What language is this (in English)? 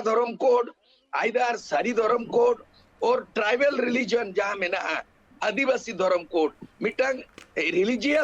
Santali